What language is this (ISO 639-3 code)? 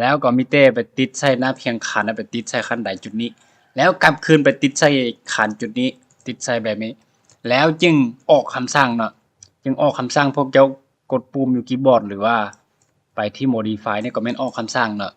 lao